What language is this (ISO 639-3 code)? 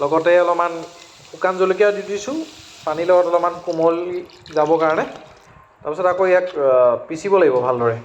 asm